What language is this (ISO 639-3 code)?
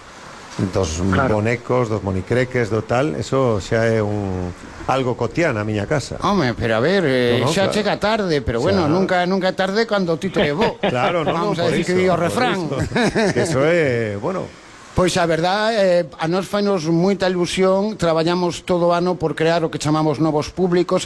glg